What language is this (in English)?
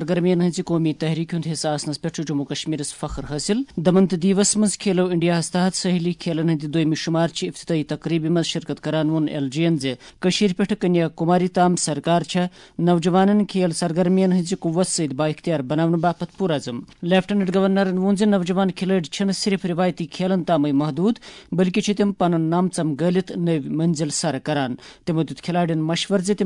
Kashmiri